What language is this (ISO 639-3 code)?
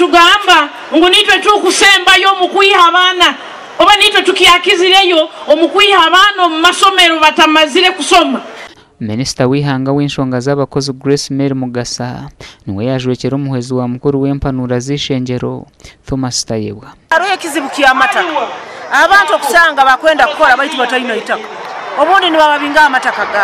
nyn